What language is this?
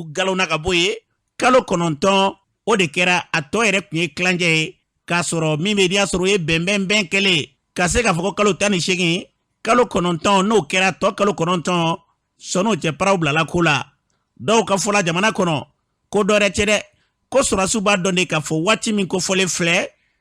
Bambara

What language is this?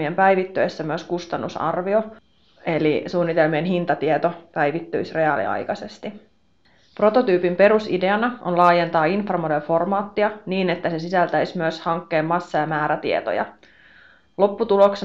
Finnish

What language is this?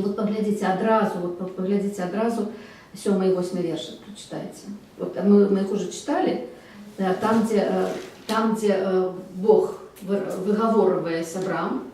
Belarusian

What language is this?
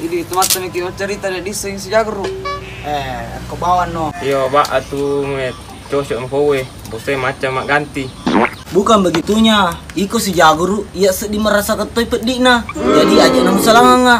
Makassar Malay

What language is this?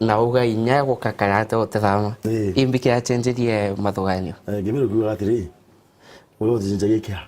Meru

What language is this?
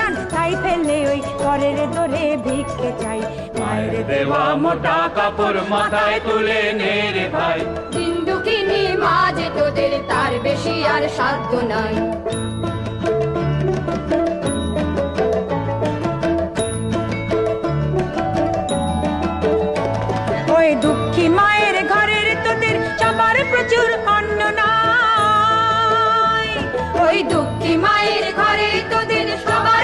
Bangla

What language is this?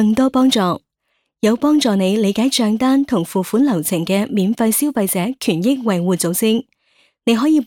Cantonese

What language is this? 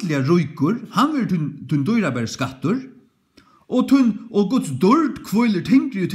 Faroese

